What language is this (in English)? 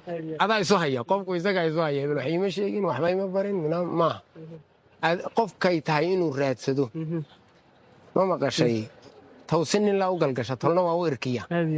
Somali